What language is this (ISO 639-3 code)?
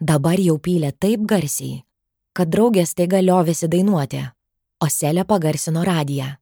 lit